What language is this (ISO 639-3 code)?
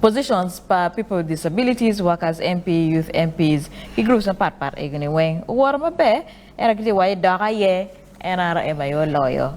ach